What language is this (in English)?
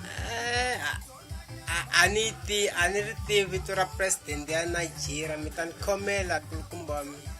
Tsonga